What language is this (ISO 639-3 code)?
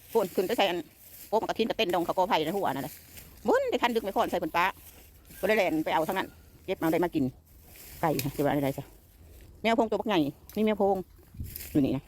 tts